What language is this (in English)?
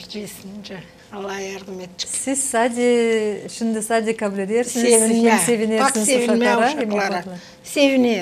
Gagauz